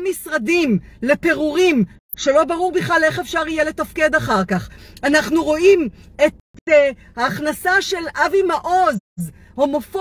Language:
Hebrew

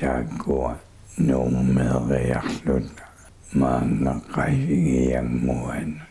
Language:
Kalaallisut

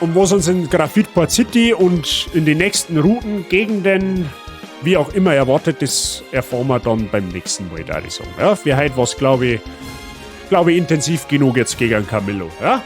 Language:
Bavarian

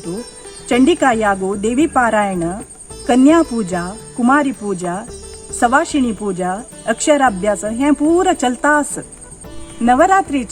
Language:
Konkani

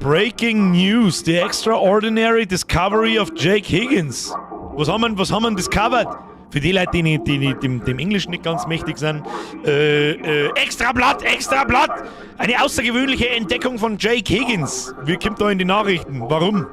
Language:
Bavarian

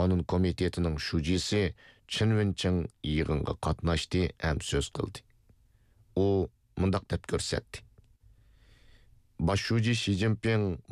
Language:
Uyghur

